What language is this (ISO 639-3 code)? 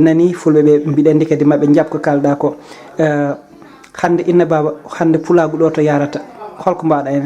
ful